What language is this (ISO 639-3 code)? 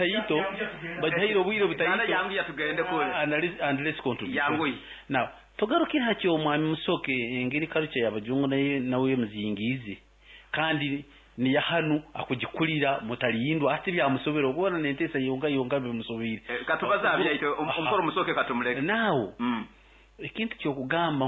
nyo